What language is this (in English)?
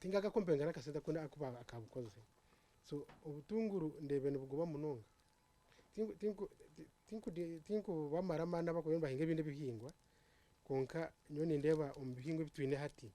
Nyankole